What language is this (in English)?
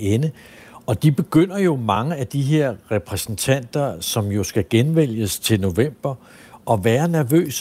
Danish